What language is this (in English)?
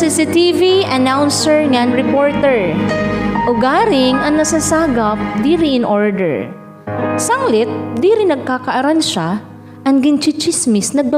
Waray